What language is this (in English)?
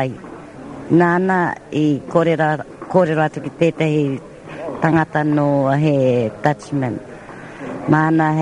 Māori